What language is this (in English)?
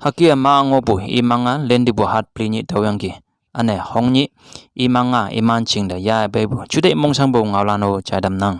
Konyak Naga